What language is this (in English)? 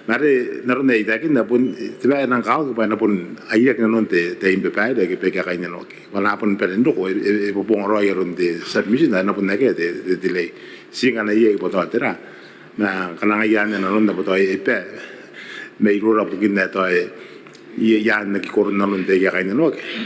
Gilbertese